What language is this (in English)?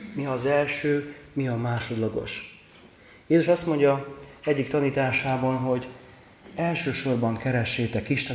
Hungarian